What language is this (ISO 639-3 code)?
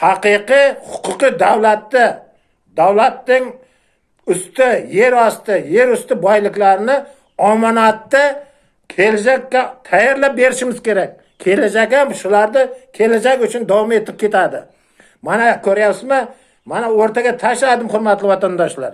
uzb